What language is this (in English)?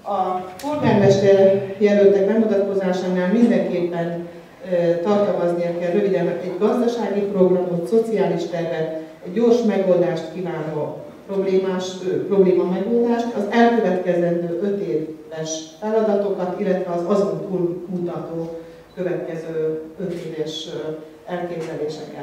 Hungarian